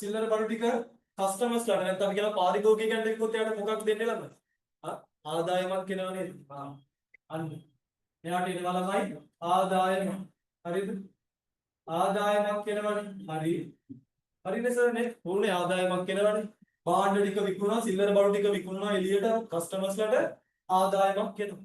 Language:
Sinhala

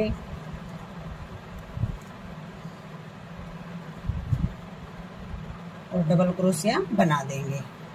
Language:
Hindi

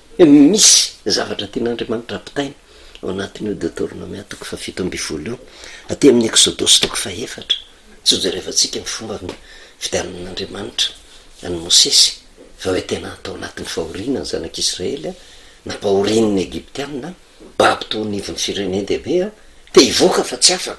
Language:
Malagasy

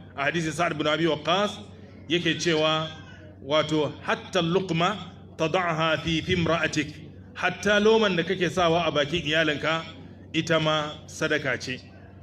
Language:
Hausa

